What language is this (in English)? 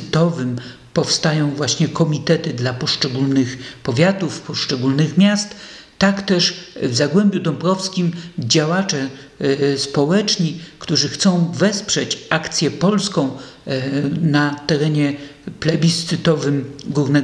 Polish